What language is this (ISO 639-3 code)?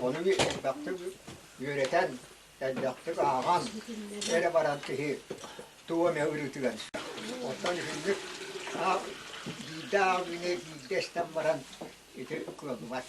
sah